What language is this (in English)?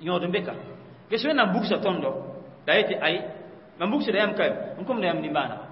Mossi